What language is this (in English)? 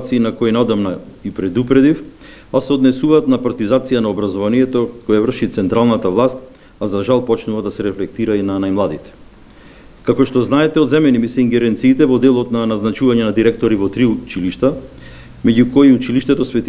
Macedonian